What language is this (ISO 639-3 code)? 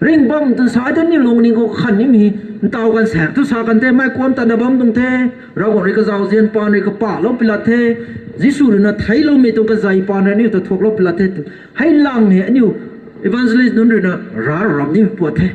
nbu